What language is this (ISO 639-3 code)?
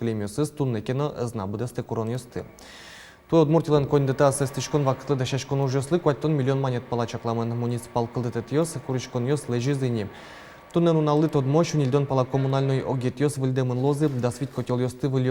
udm